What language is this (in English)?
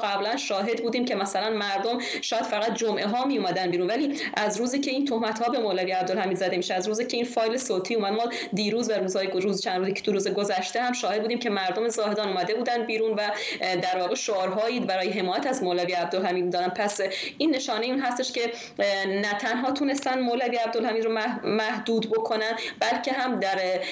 Persian